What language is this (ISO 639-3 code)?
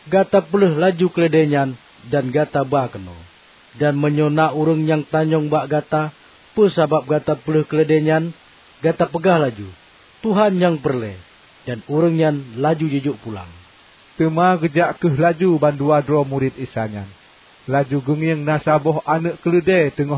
ace